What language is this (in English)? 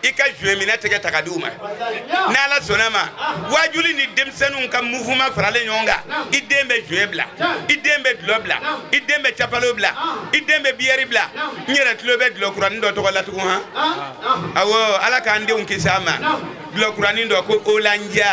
Bambara